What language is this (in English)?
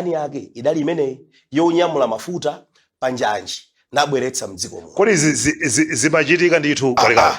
Nyanja